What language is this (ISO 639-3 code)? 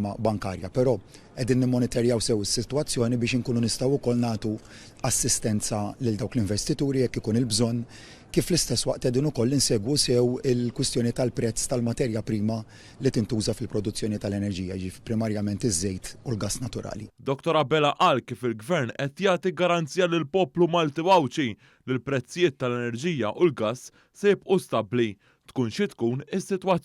mlt